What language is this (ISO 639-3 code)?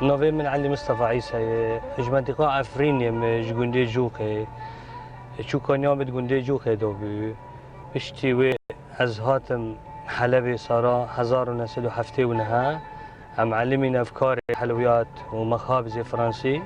kur